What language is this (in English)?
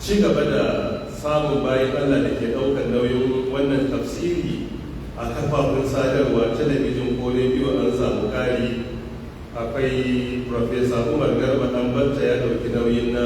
Hausa